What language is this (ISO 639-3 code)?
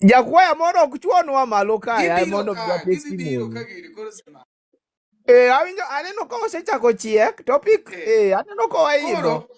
luo